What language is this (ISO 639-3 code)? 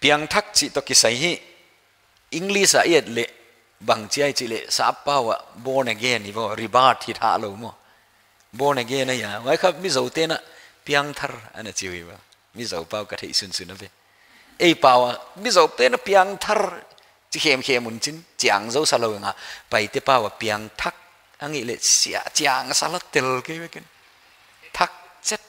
pck